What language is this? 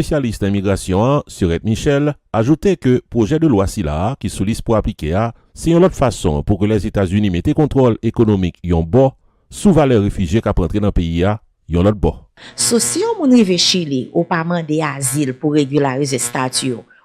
Haitian Creole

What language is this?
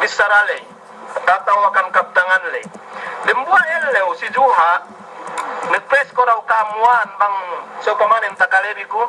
Yakan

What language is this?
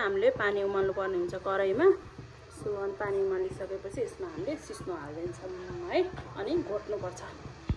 Nepali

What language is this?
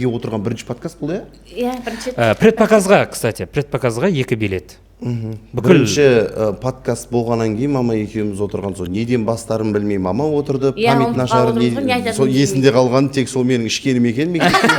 Kazakh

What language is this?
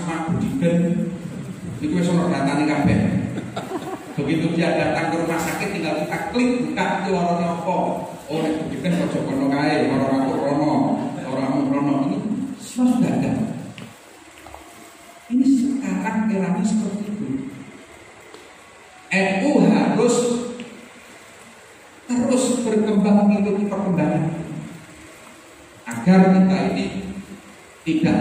Indonesian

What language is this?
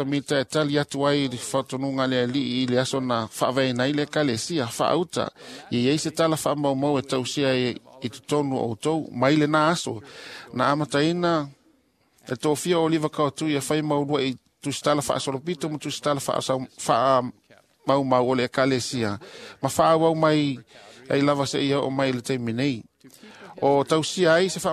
Samoan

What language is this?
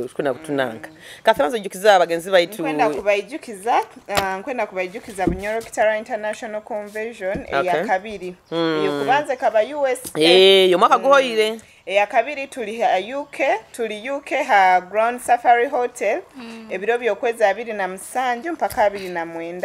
Nyoro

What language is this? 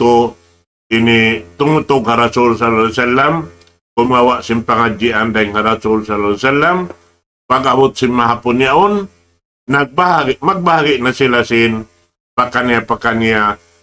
Tausug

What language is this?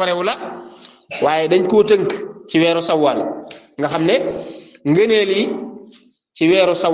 Wolof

